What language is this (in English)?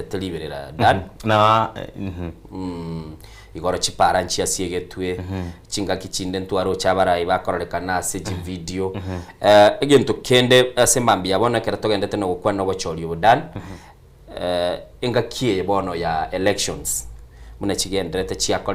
Gusii